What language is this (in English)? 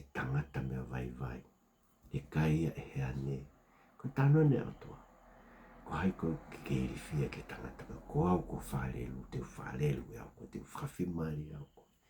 Tongan